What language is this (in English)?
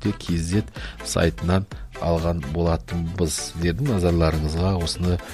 Kazakh